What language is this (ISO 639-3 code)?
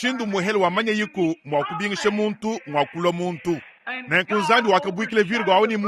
lua